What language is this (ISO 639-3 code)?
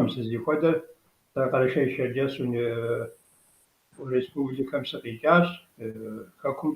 kbd